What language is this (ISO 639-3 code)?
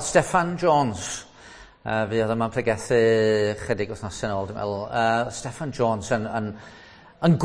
cym